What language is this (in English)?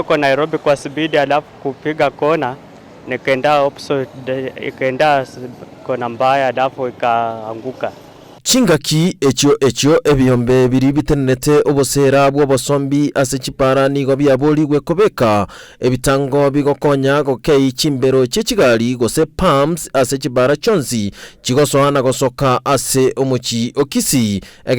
Gusii